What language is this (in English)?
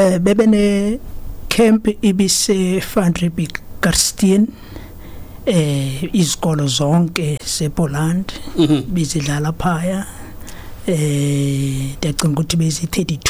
Xhosa